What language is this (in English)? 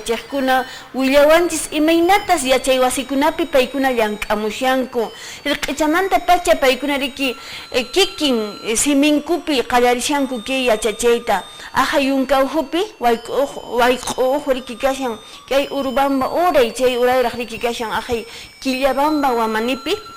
Quechua